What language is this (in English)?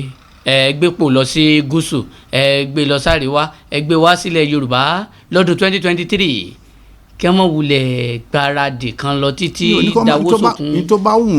Yoruba